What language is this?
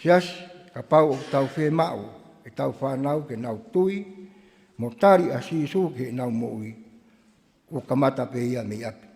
Tongan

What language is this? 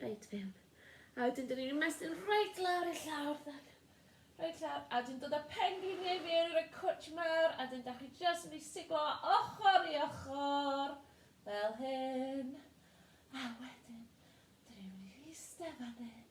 Welsh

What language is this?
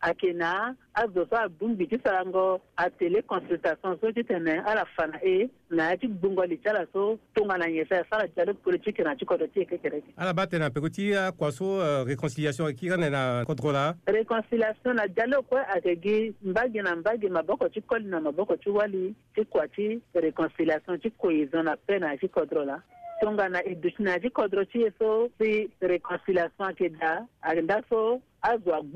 Sango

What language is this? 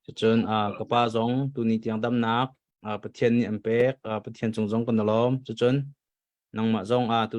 Hakha Chin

